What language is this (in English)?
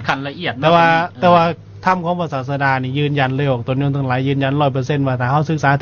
Lao